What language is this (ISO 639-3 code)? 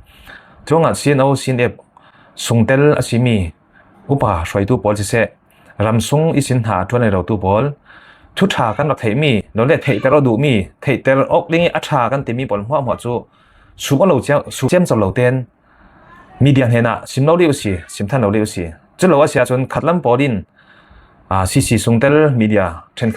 cfm